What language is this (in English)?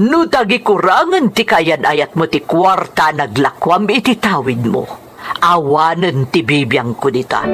Iloko